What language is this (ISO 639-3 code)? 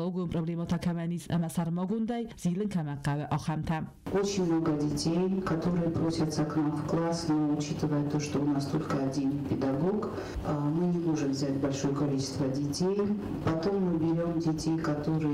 oss